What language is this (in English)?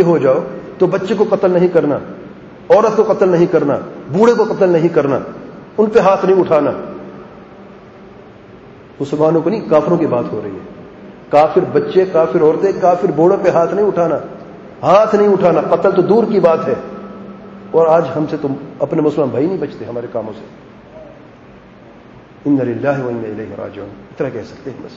Urdu